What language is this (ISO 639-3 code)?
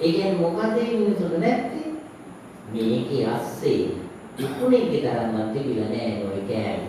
sin